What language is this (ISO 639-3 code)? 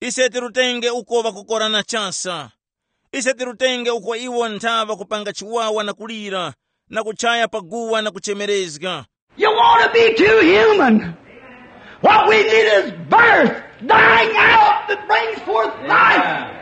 tum